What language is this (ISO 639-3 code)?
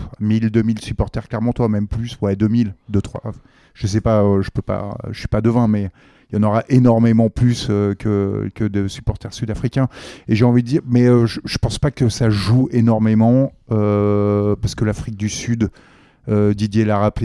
fra